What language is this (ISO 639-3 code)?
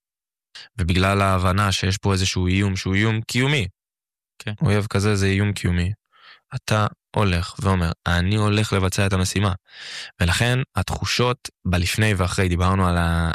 heb